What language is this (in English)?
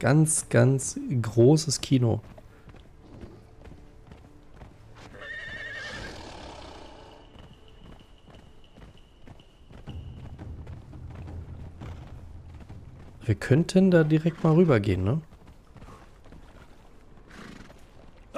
German